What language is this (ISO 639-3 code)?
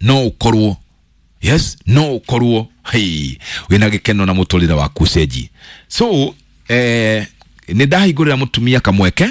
kik